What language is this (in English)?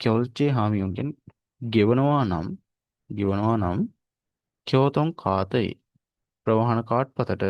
Sinhala